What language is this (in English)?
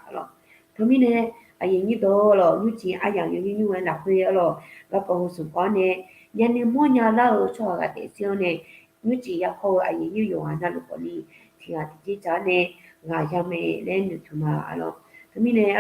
Akha